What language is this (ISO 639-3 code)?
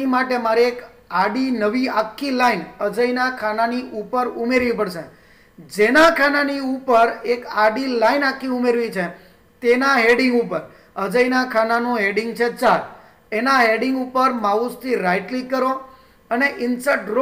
guj